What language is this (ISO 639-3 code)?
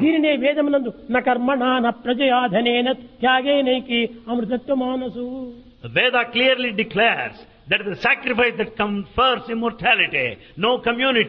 tel